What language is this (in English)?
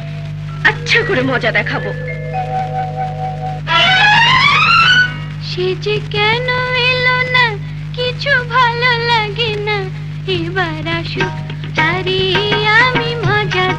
Bangla